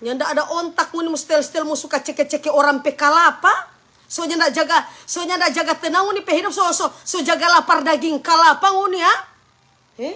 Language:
Manado Malay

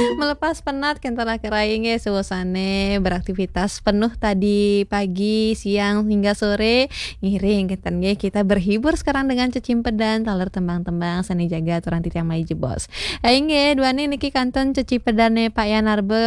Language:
Balinese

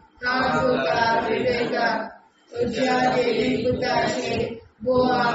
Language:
Konkani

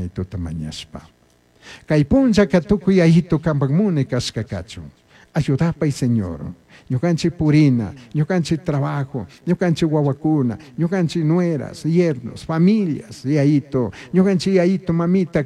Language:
Chimborazo Highland Quichua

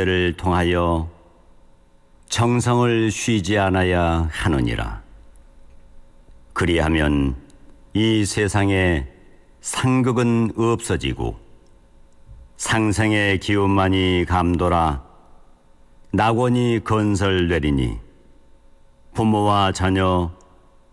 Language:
Korean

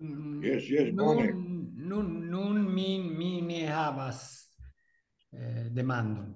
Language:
Esperanto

